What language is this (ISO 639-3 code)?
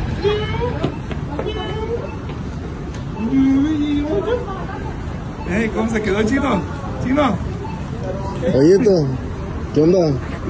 spa